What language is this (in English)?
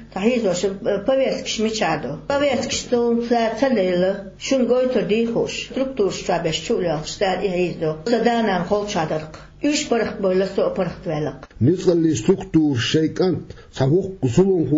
Chechen